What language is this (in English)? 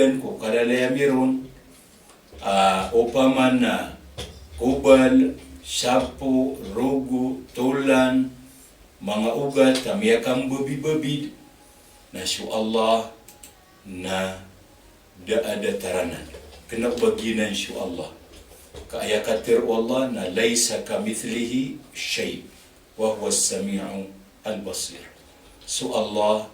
Maranao